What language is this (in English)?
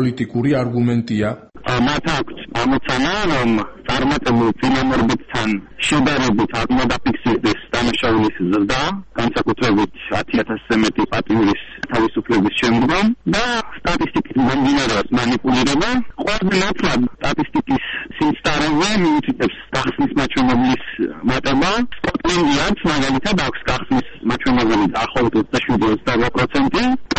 Georgian